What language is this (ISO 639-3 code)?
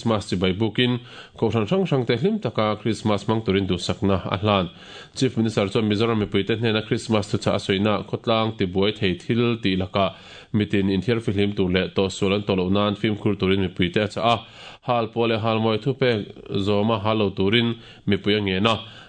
lus